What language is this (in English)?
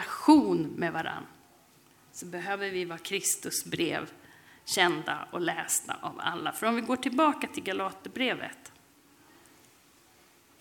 Swedish